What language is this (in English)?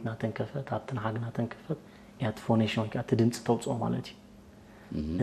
Tigrinya